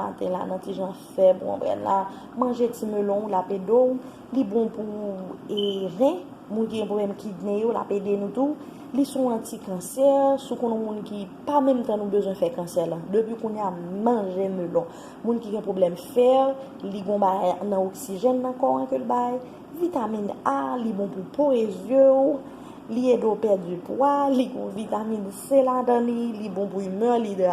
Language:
Haitian Creole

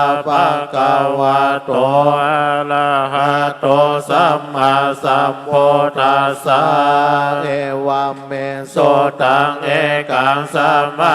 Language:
Pali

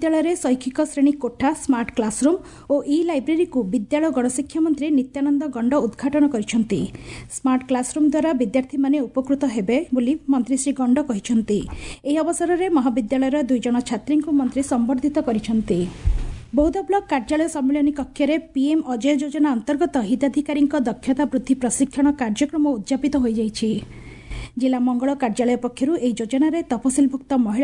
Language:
Odia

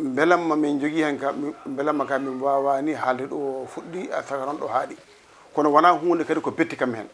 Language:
Fula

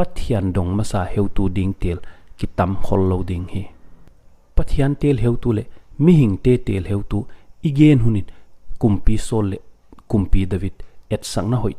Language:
Paite Chin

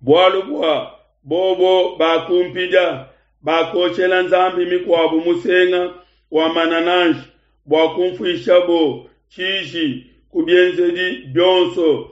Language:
Luba-Lulua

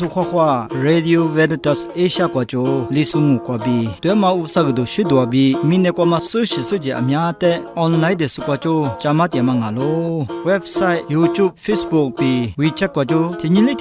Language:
Lisu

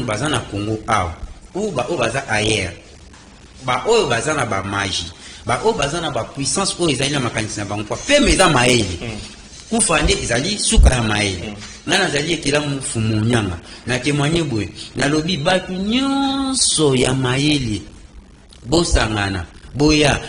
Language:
Lingala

